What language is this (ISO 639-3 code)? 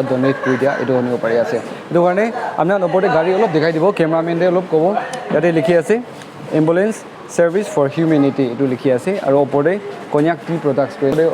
nag